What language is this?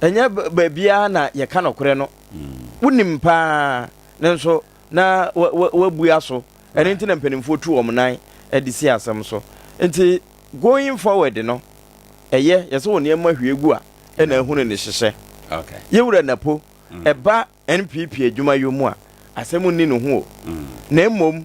Akan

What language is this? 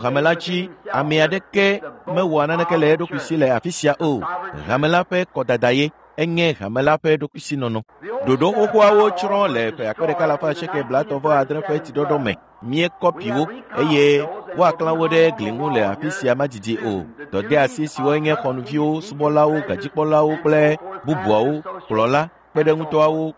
Ewe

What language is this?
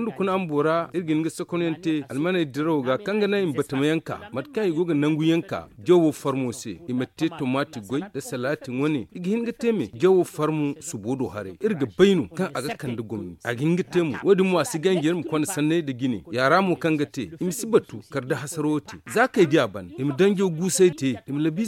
Zarma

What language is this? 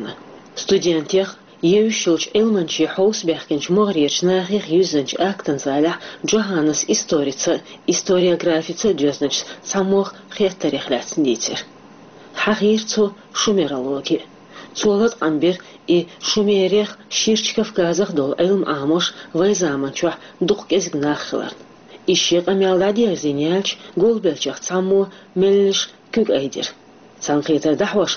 Chechen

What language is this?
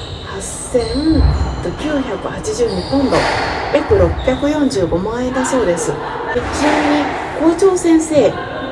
Japanese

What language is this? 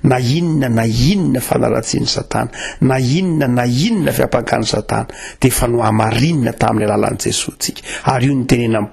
Malagasy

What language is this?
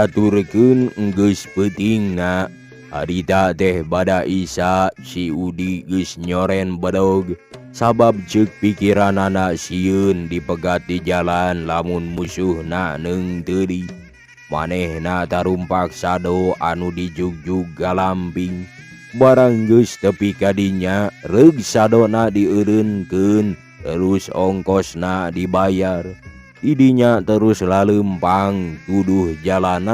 Sundanese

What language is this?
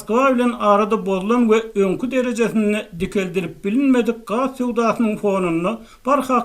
Turkmen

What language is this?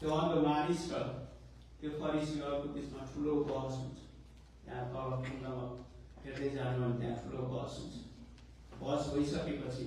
Nepali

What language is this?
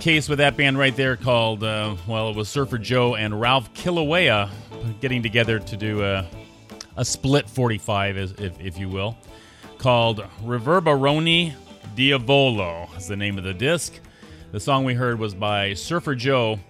English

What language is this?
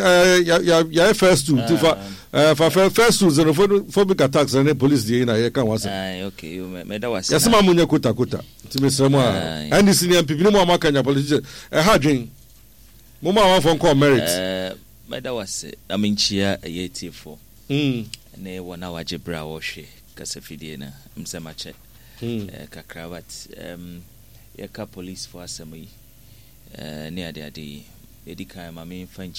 Akan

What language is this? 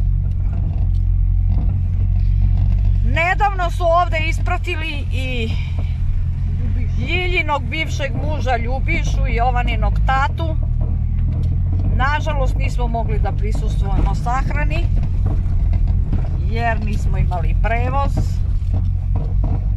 Serbian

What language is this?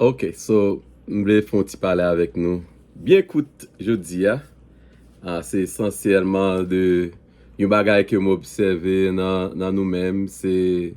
Haitian Creole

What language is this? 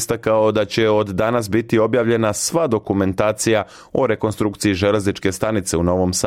Serbian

